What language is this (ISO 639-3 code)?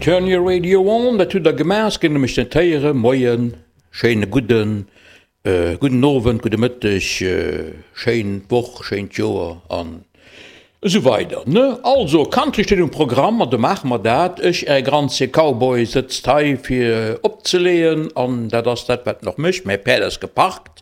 ltz